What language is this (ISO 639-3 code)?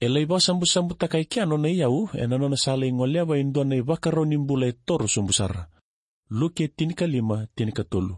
fij